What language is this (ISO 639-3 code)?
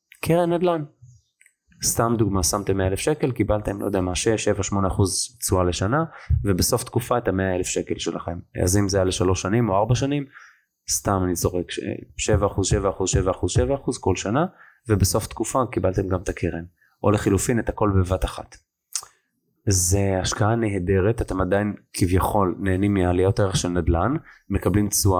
heb